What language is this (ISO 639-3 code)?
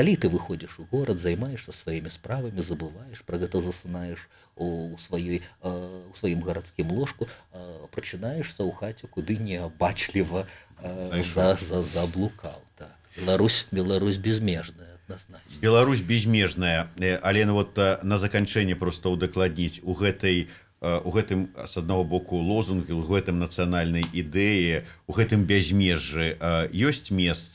bel